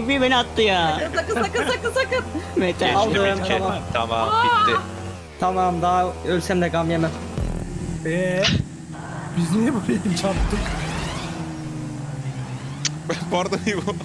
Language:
Turkish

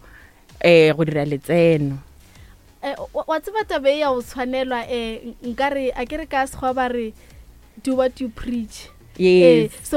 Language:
Northern Sotho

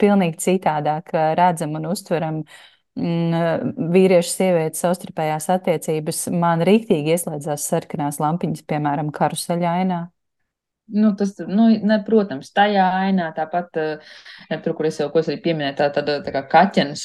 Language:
Latvian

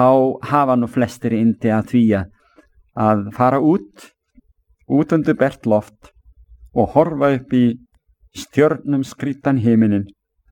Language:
Icelandic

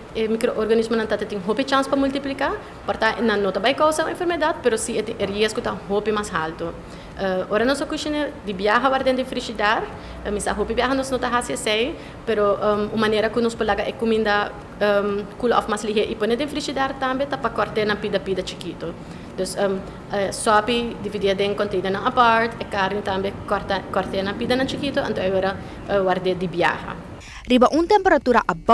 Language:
Papiamento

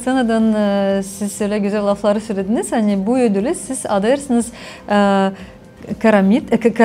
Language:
Gagauz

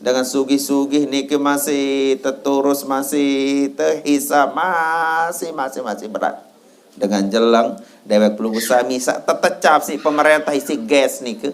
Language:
Sasak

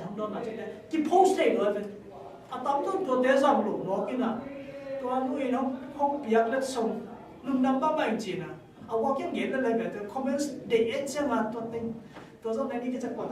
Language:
Tedim Chin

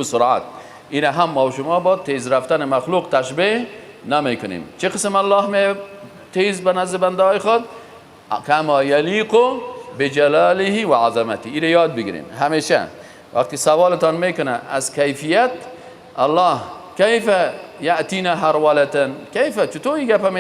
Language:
Persian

